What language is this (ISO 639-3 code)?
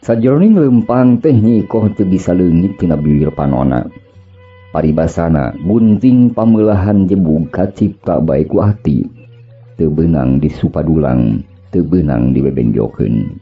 sun